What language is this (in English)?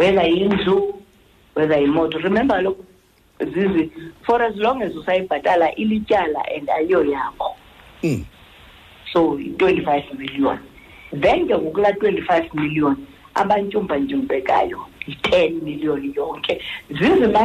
Xhosa